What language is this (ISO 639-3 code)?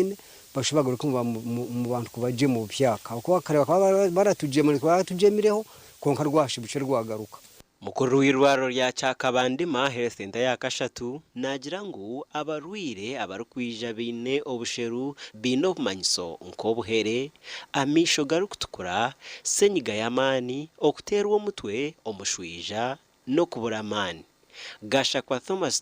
nyn